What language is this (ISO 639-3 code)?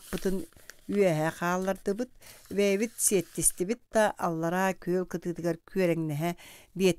sah